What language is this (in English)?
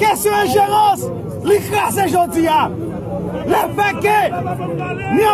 Haitian Creole